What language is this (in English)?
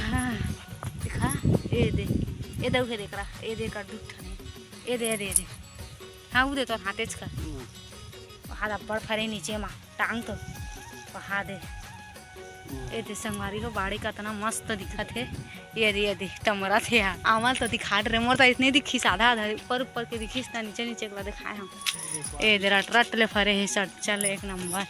Chhattisgarhi